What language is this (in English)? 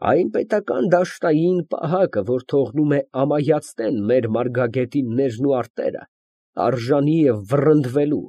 Armenian